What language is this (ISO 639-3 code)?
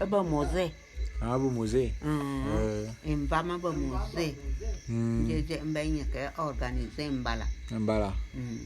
bum